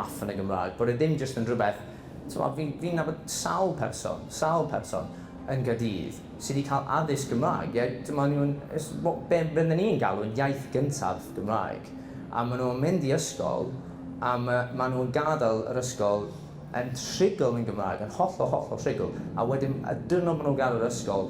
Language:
Welsh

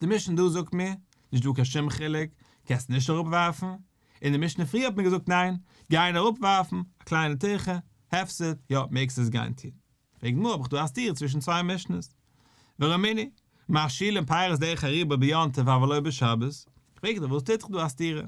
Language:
Yiddish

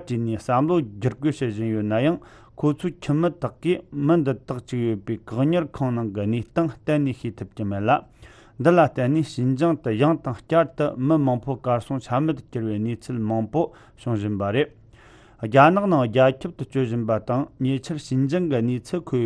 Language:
Tibetan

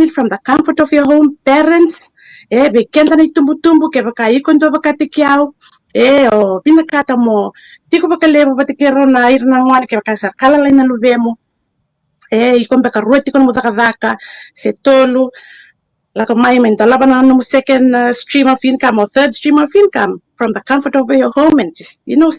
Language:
Fijian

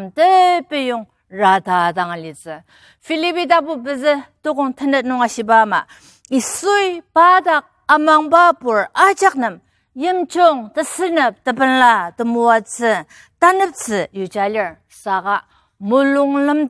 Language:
Ao Naga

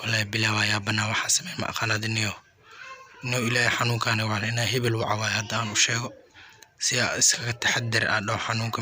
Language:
Somali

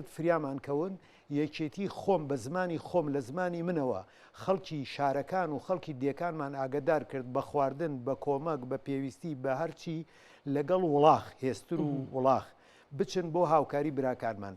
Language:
Central Kurdish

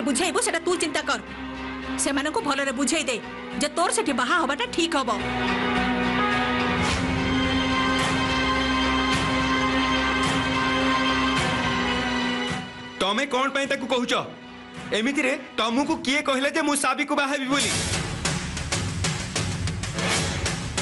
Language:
Odia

